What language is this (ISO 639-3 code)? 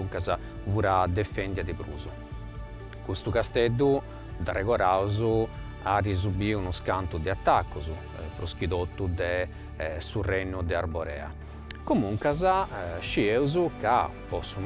srd